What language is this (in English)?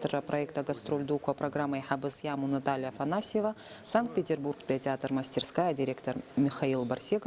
Abkhazian